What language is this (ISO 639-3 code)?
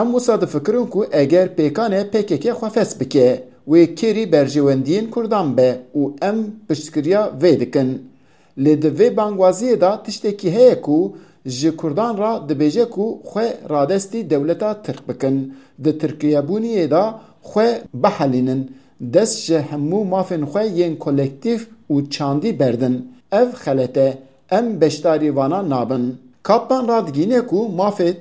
kur